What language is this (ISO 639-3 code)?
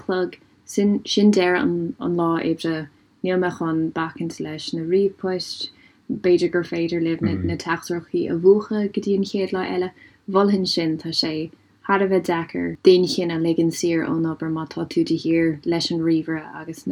gle